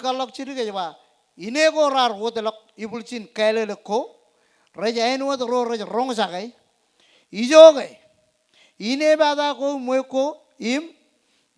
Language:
Marshallese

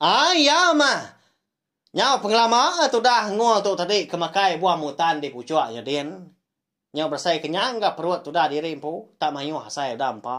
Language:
Iban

